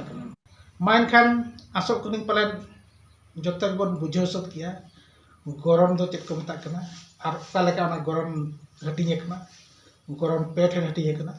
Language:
Santali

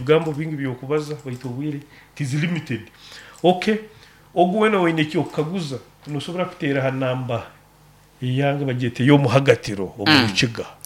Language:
Nyoro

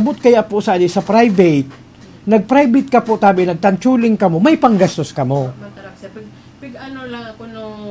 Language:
Bikol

